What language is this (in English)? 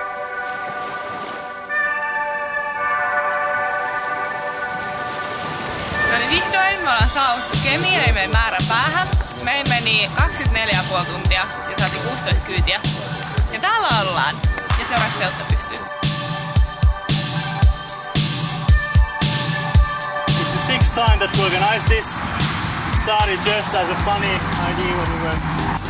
Finnish